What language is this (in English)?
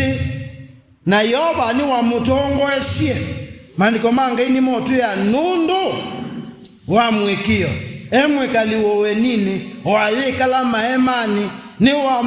Kamba